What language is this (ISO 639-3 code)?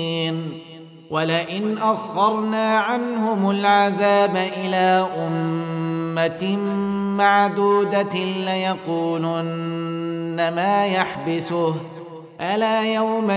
ara